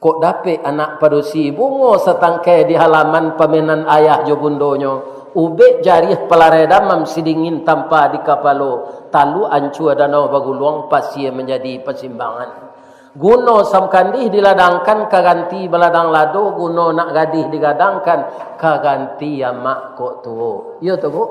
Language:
Minangkabau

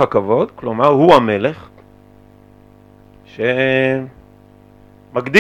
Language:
Hebrew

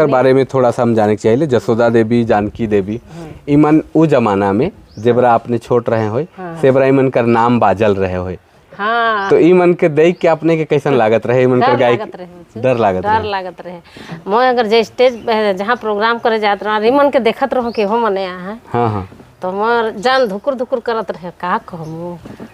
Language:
Sadri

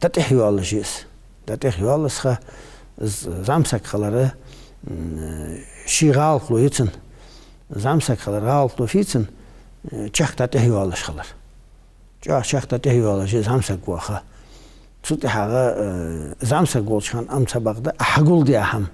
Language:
Ingush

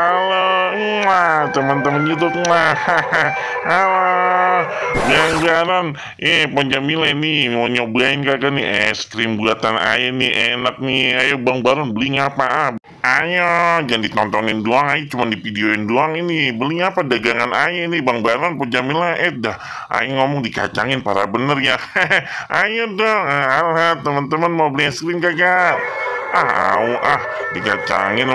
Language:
Betawi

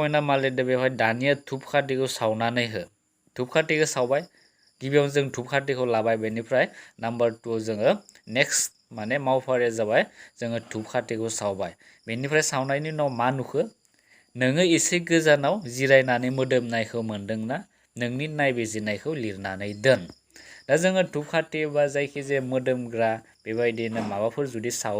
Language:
Bodo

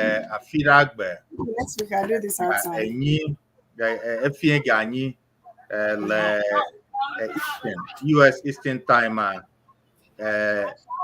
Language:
Ewe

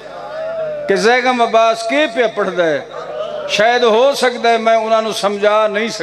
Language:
Urdu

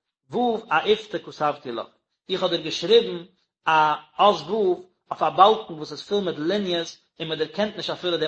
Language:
Yiddish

